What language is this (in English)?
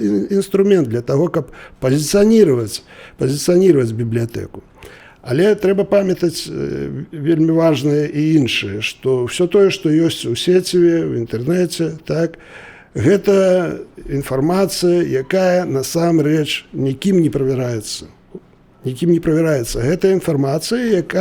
Belarusian